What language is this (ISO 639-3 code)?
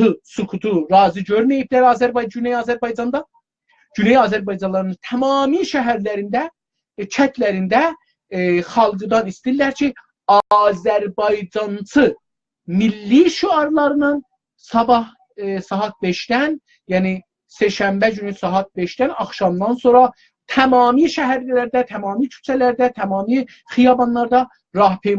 azb